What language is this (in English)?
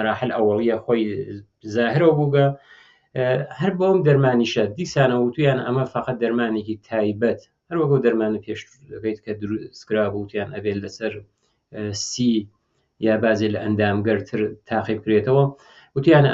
Central Kurdish